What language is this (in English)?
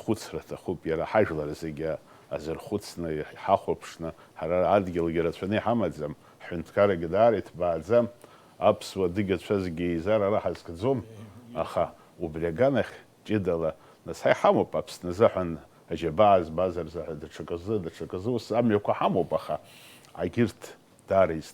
Abkhazian